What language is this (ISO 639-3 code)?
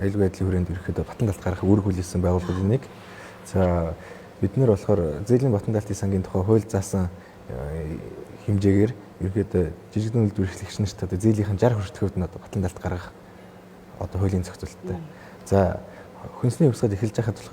mon